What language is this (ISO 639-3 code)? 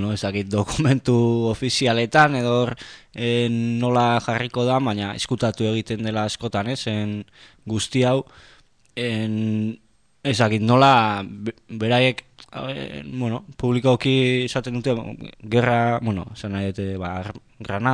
eus